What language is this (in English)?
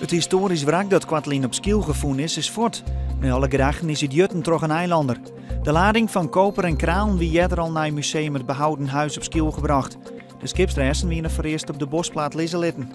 Western Frisian